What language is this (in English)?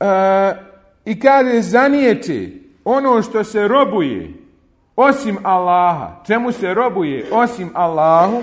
Bosnian